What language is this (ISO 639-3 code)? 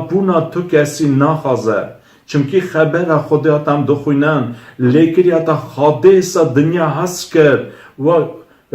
kur